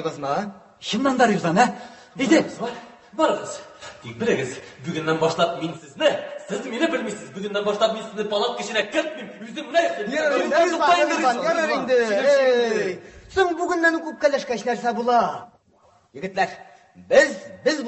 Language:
Tatar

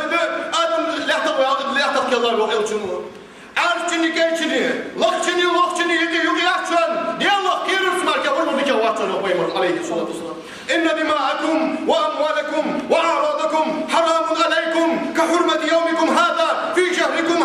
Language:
Ingush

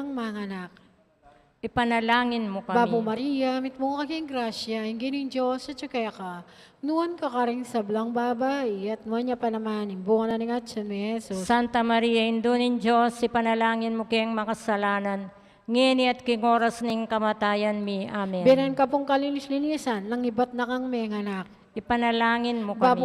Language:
Pampanga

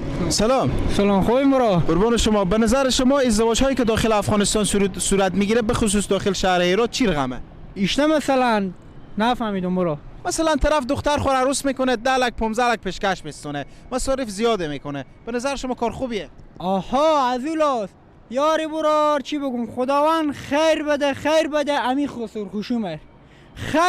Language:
Persian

